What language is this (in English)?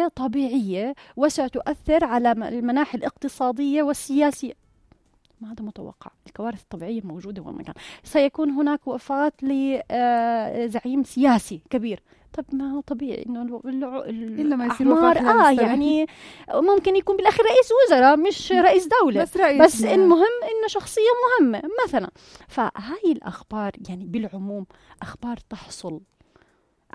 North Levantine Arabic